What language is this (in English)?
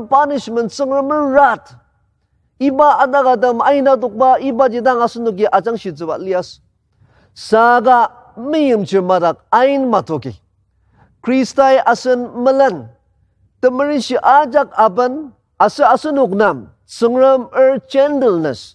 Ao Naga